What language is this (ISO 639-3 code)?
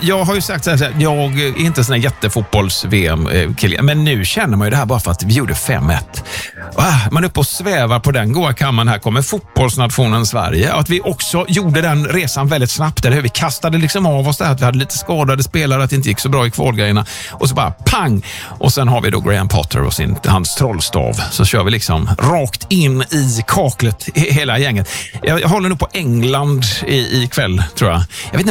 swe